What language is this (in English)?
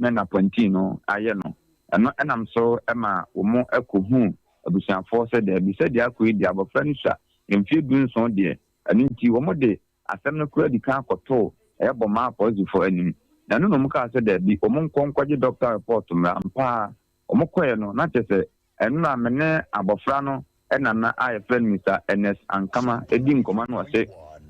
Akan